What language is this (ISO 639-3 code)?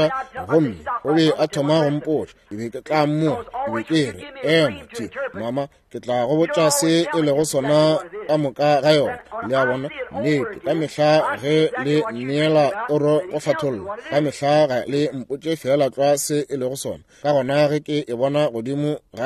nso